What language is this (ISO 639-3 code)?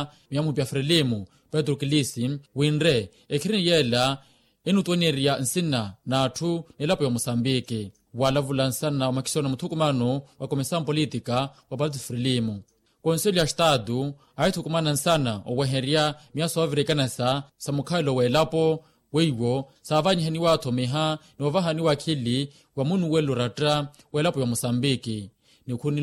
vmw